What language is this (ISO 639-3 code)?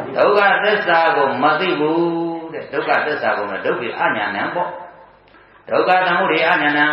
mya